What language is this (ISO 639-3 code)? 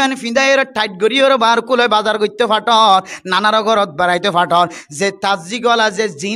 rhg